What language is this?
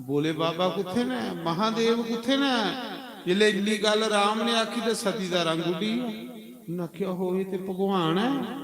Dogri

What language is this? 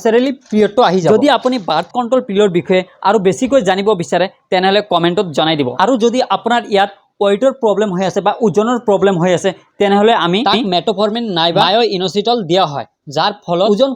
Assamese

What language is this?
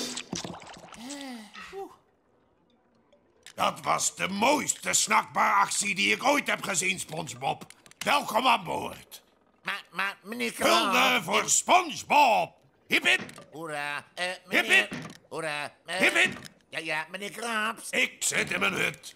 Dutch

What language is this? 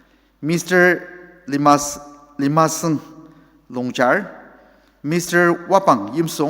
Ao Naga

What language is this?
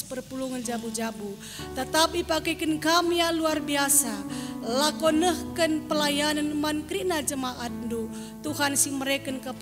Batak Karo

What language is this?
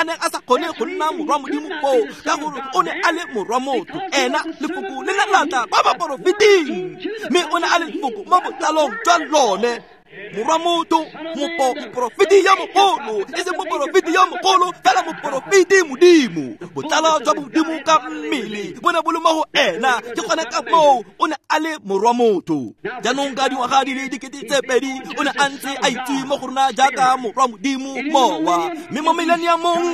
Tswana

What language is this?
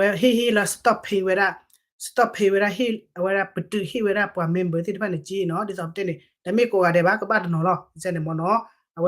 S'gaw Karen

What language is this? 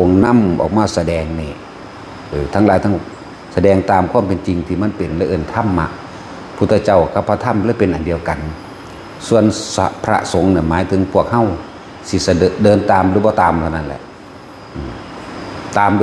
Northeastern Thai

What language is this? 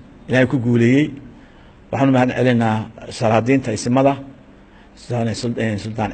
Somali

